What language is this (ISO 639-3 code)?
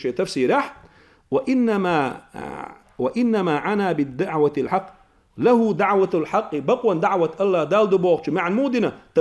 che